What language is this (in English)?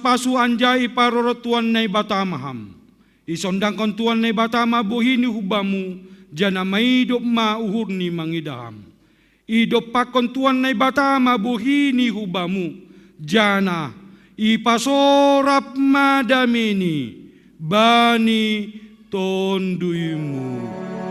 Batak Simalungun